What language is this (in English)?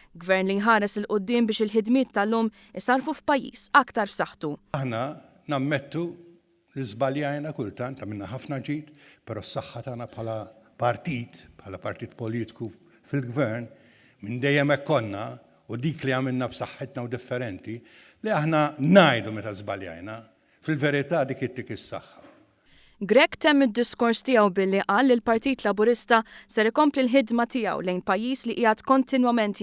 Maltese